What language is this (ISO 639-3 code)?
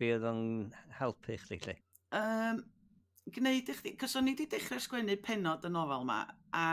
cym